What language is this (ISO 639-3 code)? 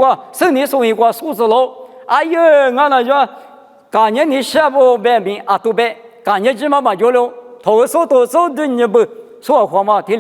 lis